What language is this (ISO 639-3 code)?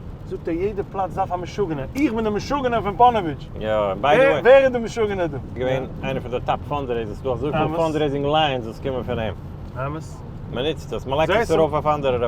yid